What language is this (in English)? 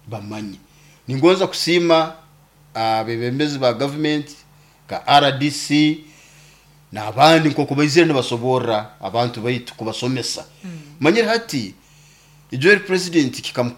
Nyoro